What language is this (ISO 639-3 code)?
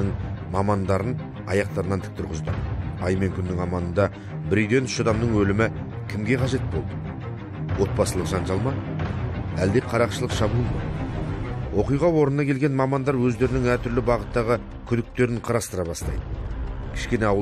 kaz